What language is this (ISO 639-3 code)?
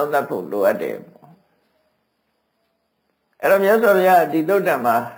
mya